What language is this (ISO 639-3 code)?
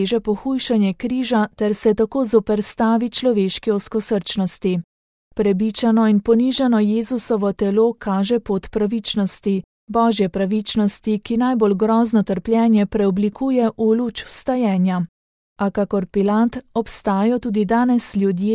slv